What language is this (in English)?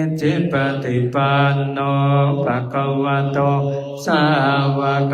Pali